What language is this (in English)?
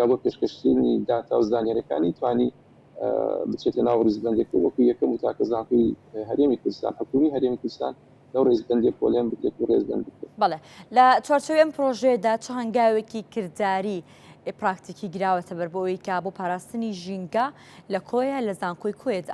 Central Kurdish